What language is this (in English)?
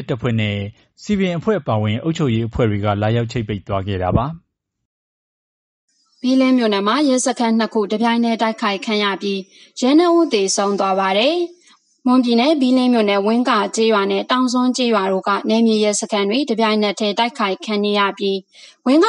Burmese